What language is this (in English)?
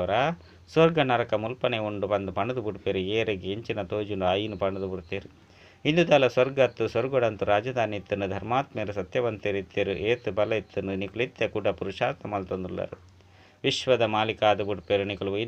Tulu